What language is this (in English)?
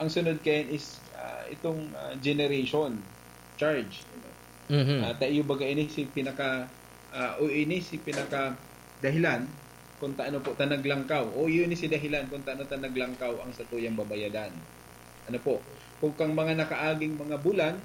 Bikol